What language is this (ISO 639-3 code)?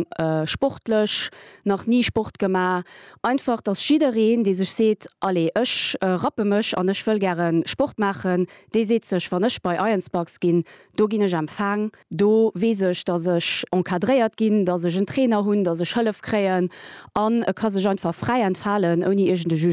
ltz